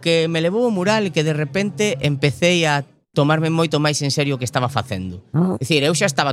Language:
Galician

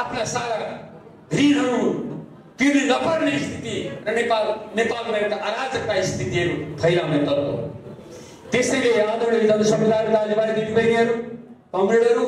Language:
Nepali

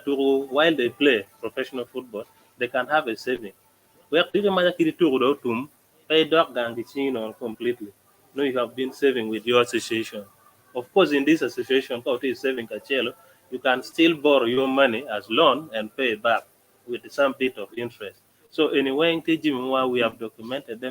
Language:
Acoli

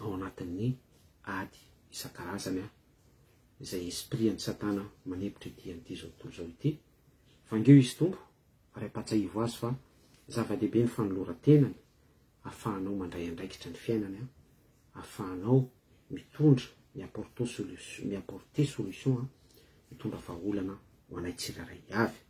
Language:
Malagasy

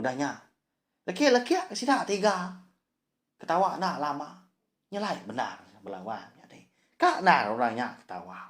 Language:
Iban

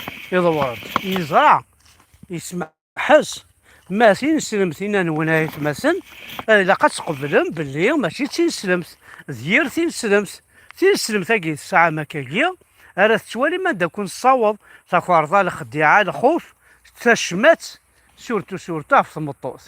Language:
Kabyle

